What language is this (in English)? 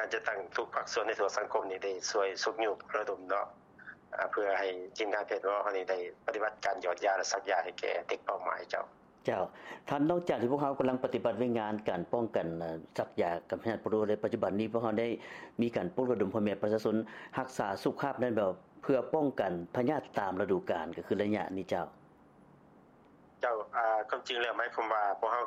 Lao